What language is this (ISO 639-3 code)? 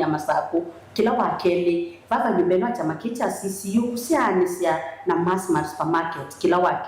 kam